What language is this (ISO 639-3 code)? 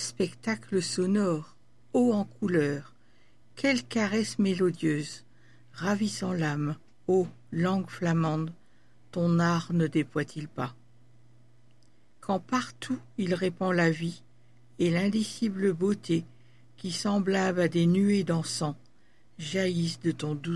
fra